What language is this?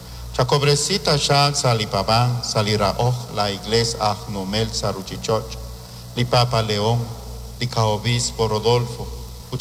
Kekchí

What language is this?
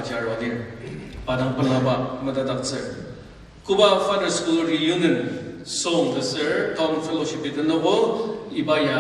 Ao Naga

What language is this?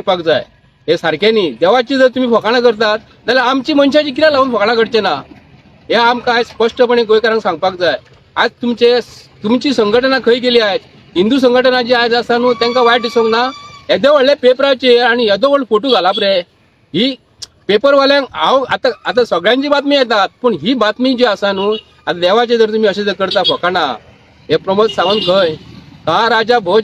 Konkani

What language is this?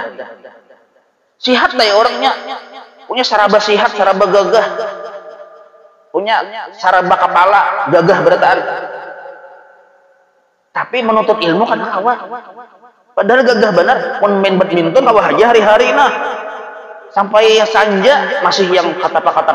Banjar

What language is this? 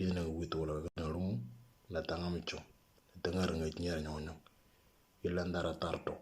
Moro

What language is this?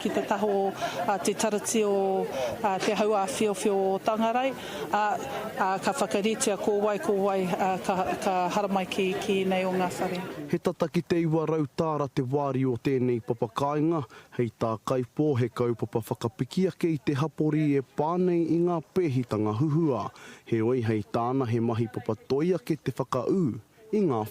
Māori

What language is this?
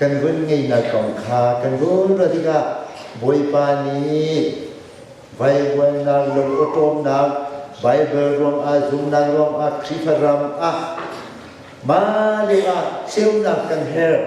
Hakha Chin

